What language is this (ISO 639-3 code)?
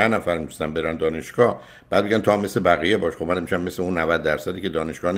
fas